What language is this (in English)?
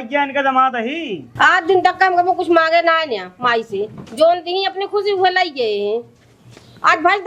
Awadhi